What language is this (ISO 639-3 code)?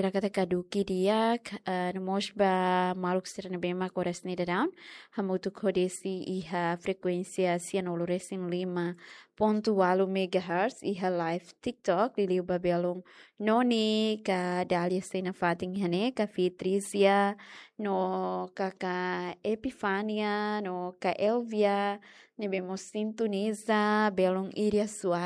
tet